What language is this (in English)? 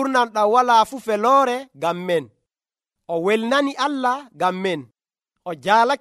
Nigerian Fulfulde